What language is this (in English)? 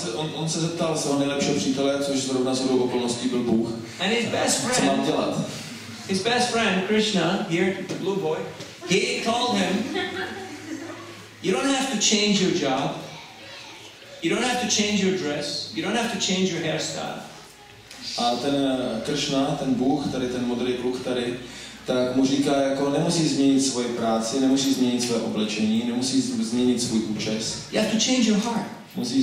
Czech